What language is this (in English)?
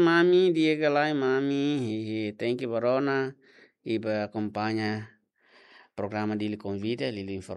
Tetum